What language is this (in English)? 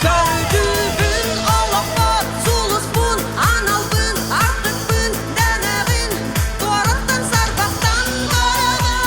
Yakut